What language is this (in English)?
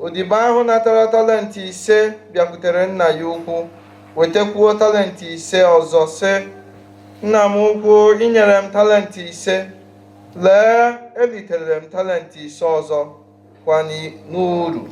Igbo